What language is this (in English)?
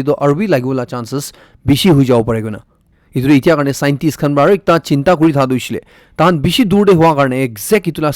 Naga Pidgin